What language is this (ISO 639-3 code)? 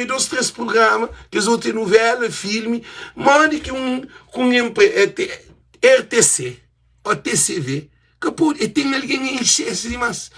kea